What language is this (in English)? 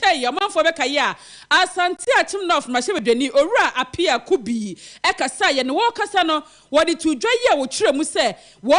Akan